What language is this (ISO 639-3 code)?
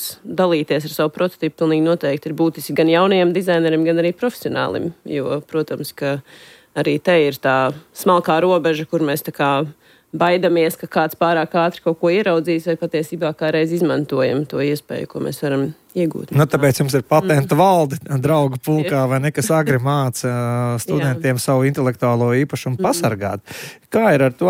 lav